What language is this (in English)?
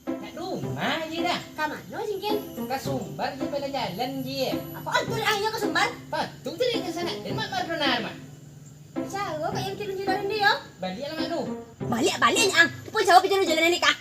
Minangkabau